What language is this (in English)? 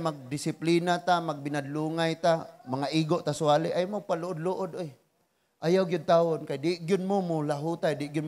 Cebuano